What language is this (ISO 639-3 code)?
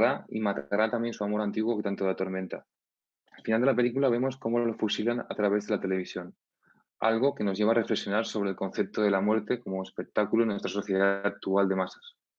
spa